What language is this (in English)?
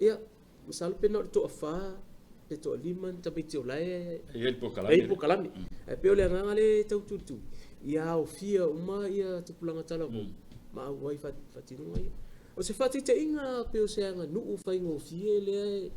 Samoan